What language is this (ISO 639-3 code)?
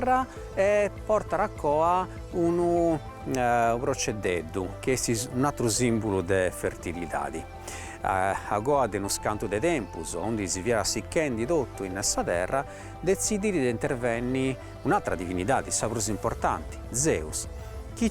srd